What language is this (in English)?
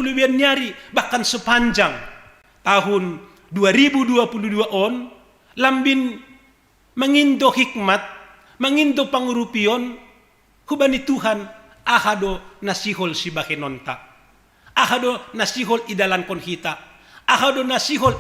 Batak Simalungun